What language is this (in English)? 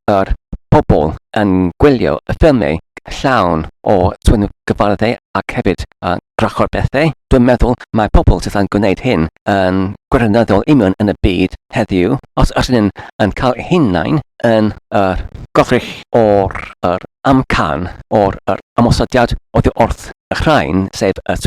Welsh